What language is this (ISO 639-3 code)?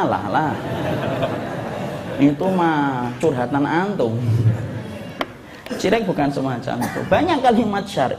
ind